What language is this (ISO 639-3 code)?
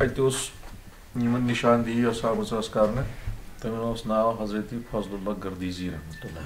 kas